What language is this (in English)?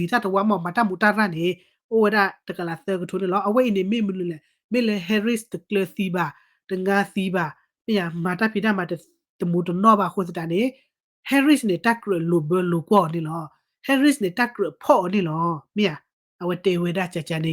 S'gaw Karen